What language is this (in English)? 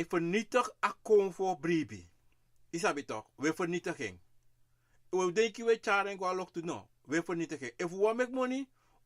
Sranan Tongo